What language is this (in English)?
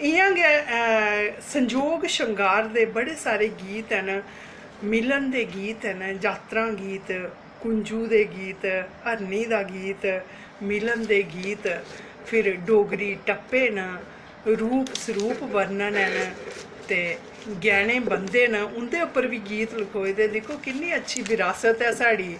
Dogri